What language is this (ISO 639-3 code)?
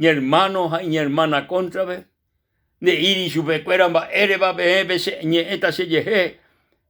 grn